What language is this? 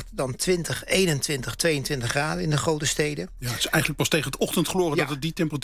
Dutch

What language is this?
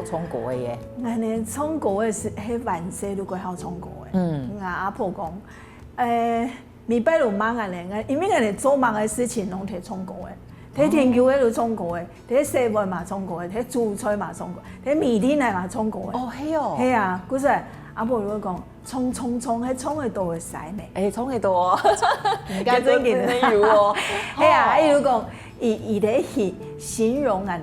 Hakka Chinese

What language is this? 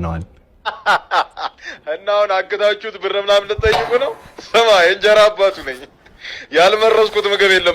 Amharic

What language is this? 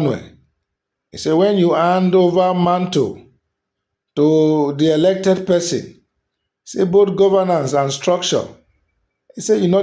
Nigerian Pidgin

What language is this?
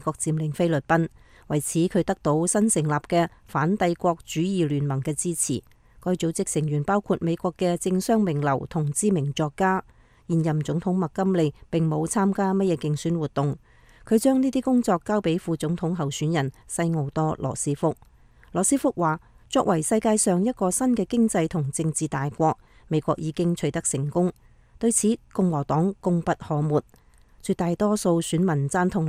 Cantonese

